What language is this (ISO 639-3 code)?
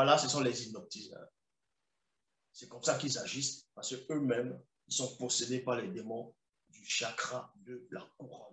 fra